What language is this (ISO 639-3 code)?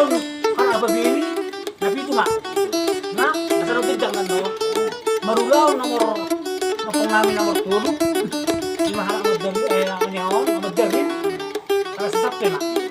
bbc